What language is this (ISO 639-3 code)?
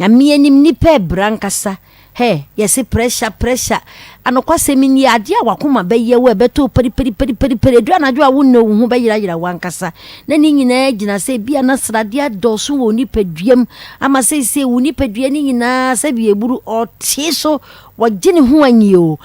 aka